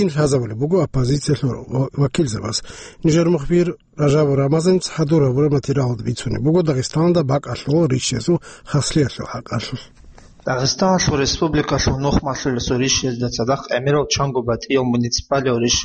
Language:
Avaric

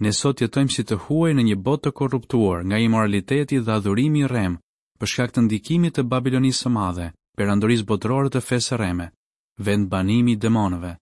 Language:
Albanian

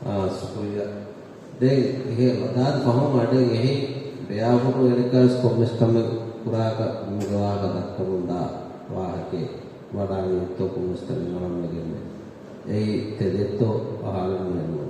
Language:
Divehi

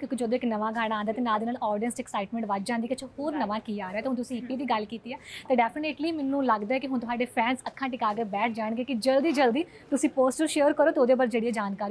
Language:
Punjabi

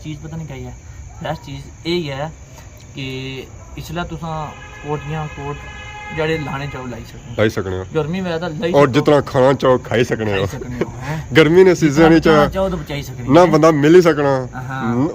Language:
Pahari-Potwari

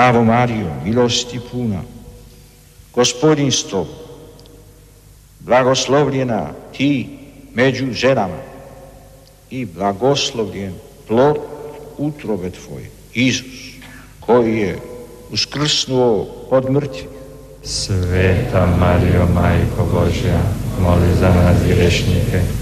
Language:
Croatian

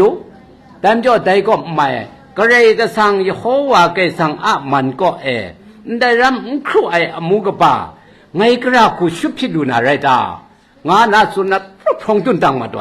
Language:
Kachin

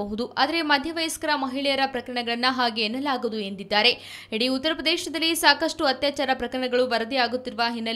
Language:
Kannada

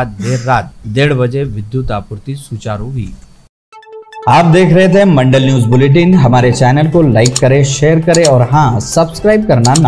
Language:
Hindi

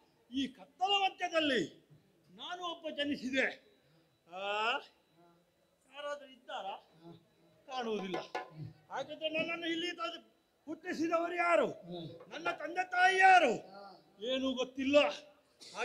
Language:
Kannada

